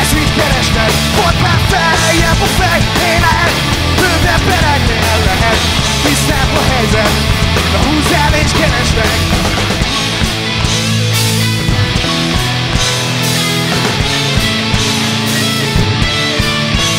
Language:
Hungarian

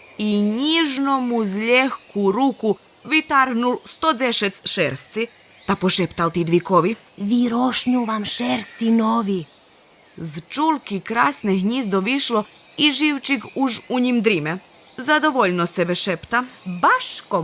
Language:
Rusyn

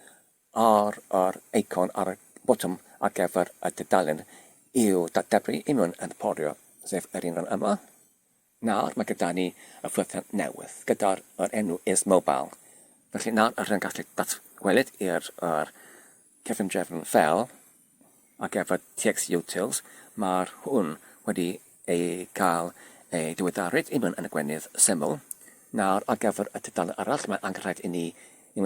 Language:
Welsh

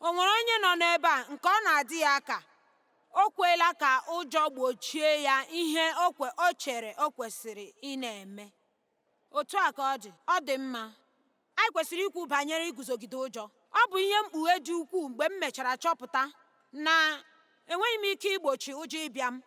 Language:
Igbo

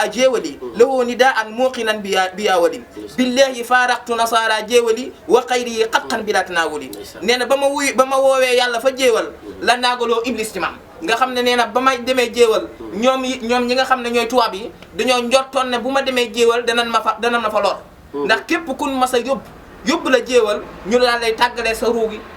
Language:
Wolof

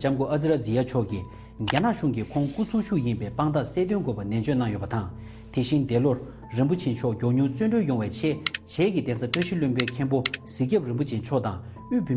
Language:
Tibetan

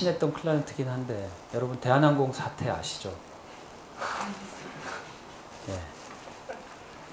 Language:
Korean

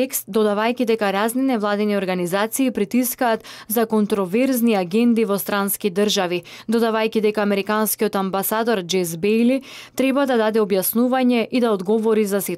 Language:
Macedonian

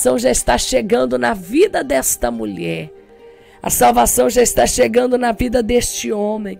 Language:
Portuguese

